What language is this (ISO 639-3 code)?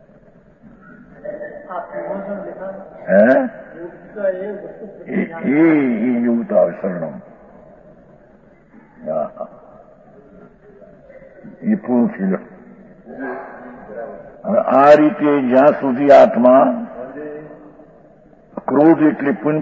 guj